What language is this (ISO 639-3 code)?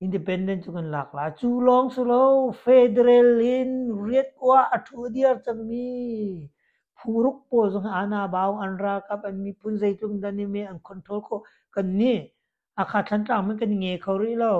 cnh